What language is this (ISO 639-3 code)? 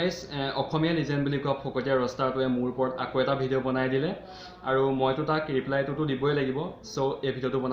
asm